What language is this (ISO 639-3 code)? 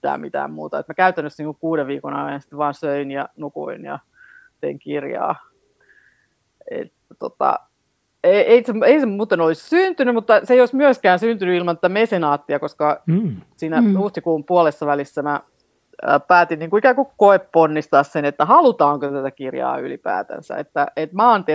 fin